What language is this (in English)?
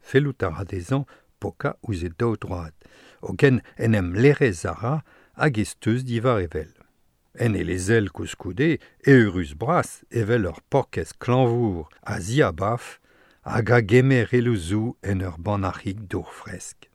Breton